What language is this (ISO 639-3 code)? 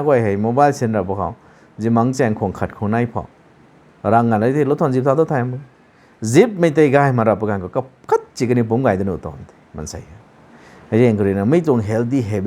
nbu